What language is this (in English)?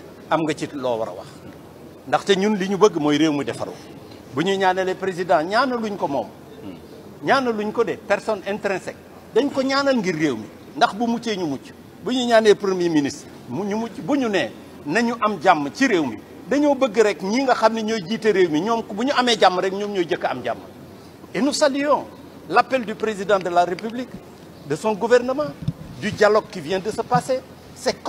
Wolof